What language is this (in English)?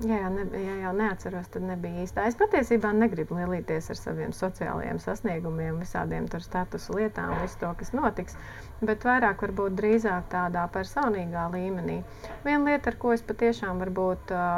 Latvian